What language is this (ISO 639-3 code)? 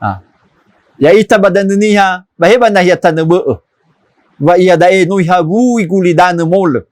nia